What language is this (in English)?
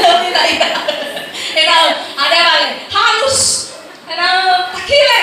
Nias